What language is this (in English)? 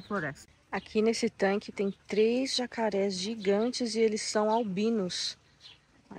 Portuguese